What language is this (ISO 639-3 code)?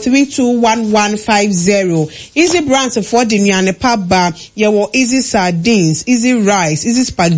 aka